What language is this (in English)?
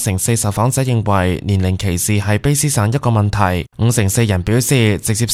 Cantonese